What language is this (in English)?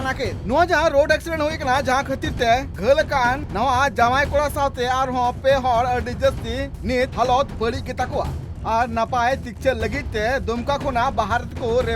Santali